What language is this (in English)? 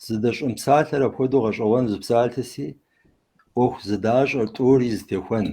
Kabardian